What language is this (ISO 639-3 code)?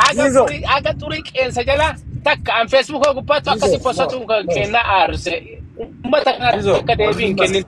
orm